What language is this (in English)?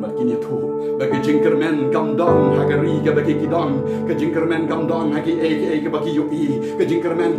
Khasi